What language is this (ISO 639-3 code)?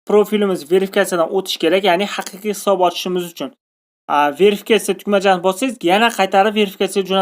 uzb